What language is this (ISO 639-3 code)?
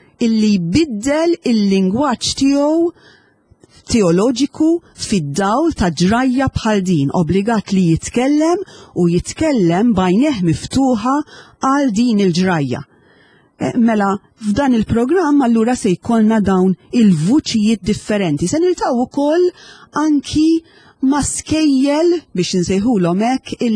mlt